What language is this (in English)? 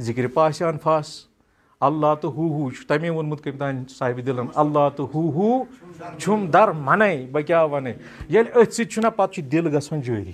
Kashmiri